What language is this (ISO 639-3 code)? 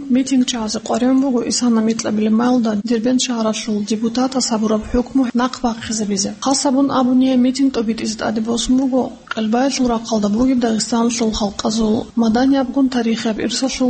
ava